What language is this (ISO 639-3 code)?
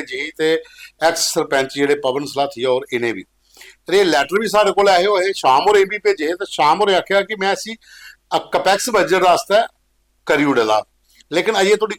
doi